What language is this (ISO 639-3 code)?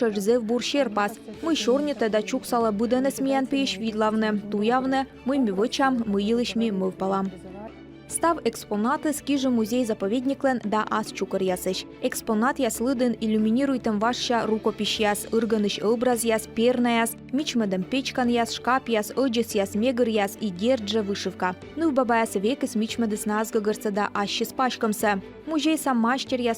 kom